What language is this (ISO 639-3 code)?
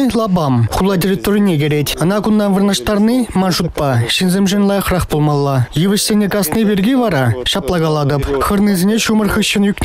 chv